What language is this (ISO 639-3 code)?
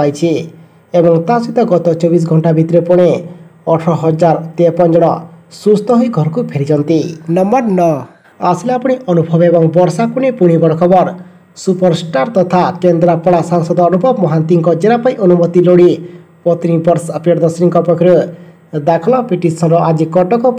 ori